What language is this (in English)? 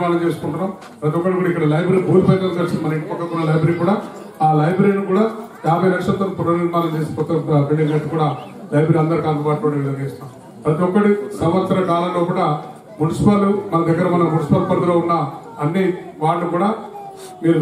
Telugu